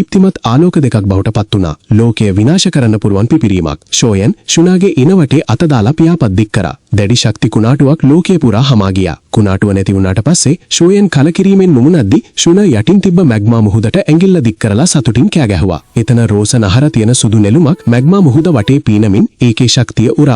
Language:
Sinhala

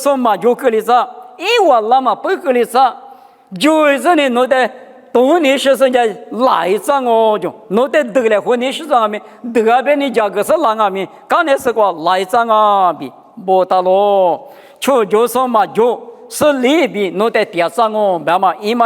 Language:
Lisu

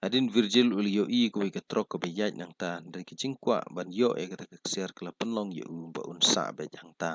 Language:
Khasi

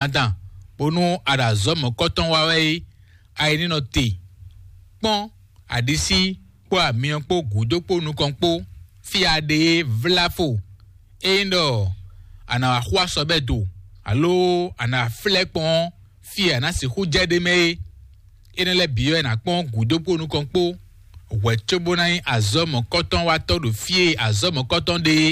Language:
Fon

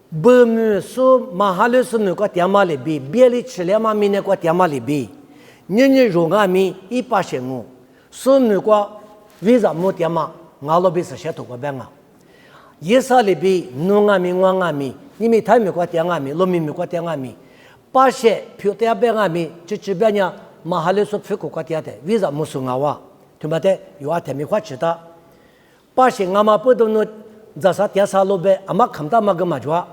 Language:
Lisu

